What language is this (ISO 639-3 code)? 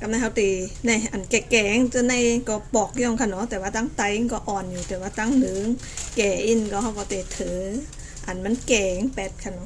shn